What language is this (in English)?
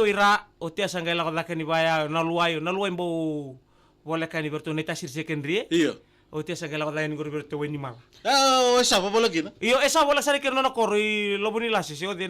Fijian